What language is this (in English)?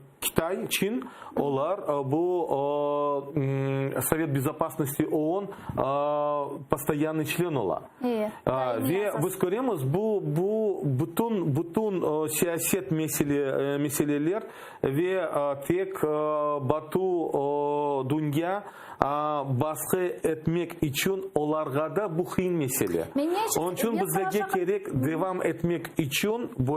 Crimean Tatar